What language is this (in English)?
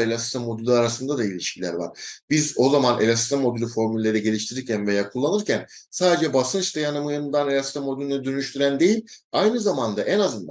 Turkish